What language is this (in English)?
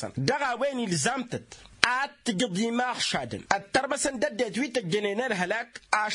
Tamasheq